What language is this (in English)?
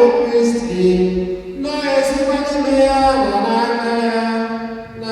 Igbo